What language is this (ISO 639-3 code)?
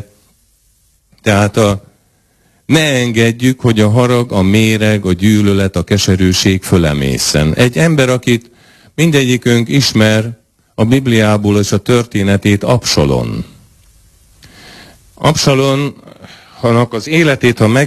hun